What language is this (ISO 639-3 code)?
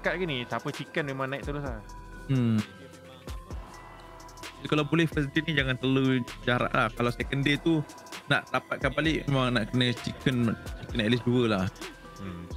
msa